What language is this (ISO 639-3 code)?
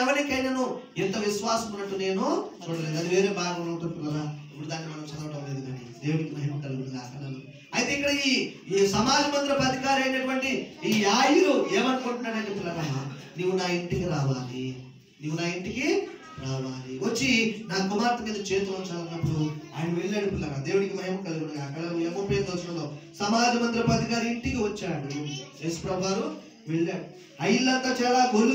tel